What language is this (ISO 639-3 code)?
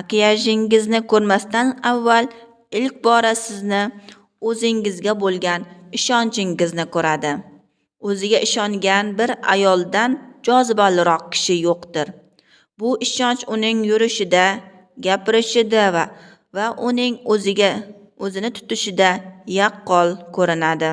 uzb